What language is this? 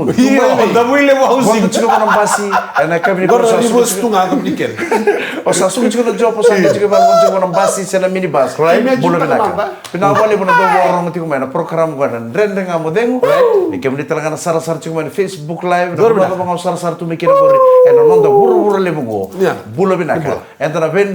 Fijian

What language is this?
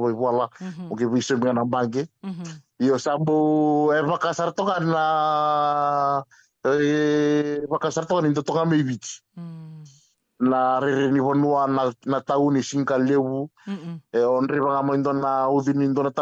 Fijian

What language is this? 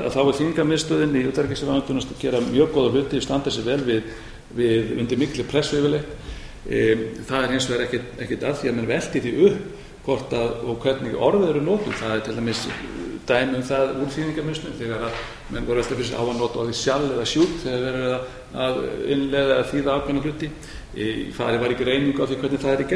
Icelandic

